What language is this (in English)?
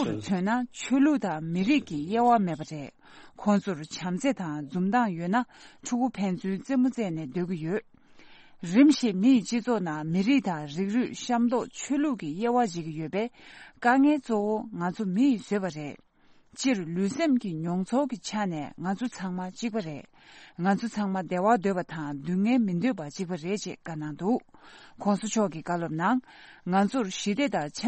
Tibetan